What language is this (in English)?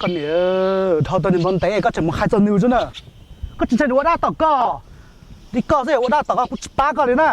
Hmong